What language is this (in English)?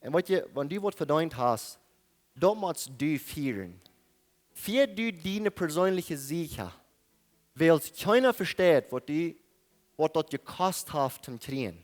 Plautdietsch